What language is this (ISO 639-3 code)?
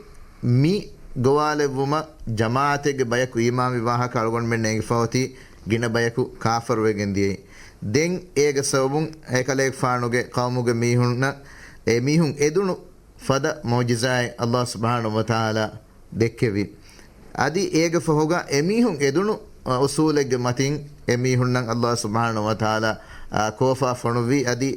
div